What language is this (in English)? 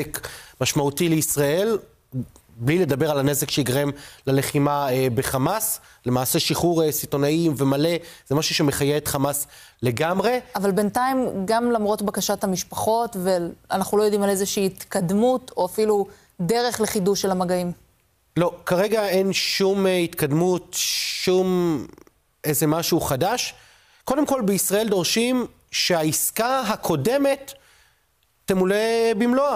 Hebrew